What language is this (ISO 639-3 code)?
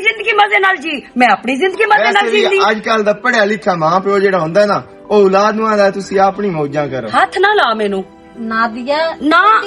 lah